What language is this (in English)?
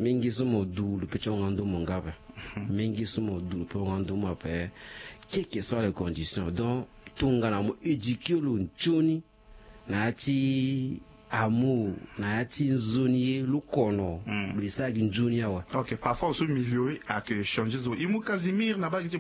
Sango